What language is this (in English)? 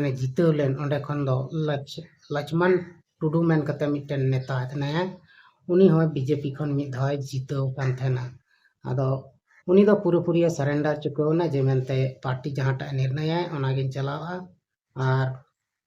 Santali